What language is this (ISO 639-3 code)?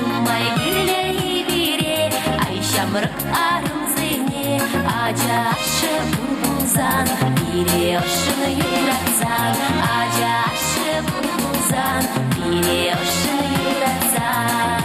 chv